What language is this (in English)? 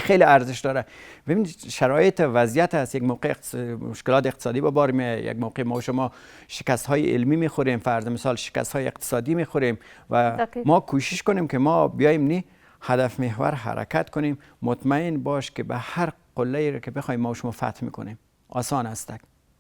Pashto